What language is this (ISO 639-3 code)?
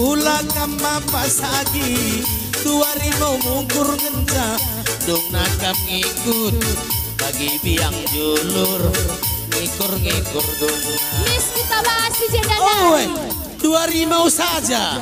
btx